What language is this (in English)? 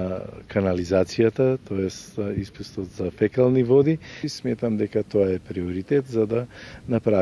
Macedonian